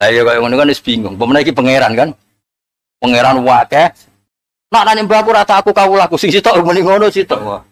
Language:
Javanese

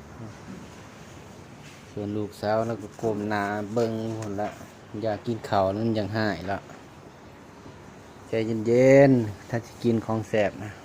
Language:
Lao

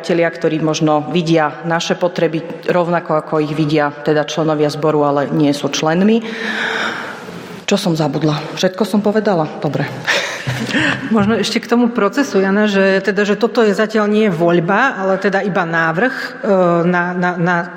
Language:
Slovak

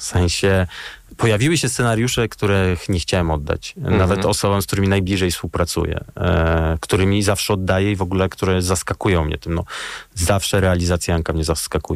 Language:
Polish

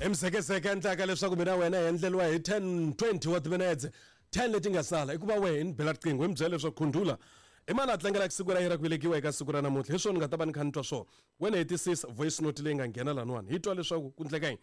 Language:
Tsonga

